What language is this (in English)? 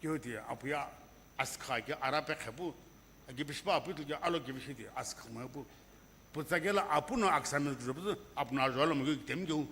Sumi Naga